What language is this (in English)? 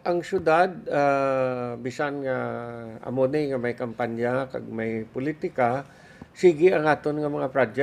Hiligaynon